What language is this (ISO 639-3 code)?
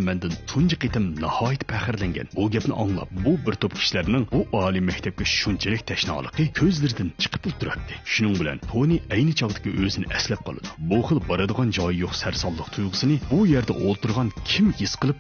uig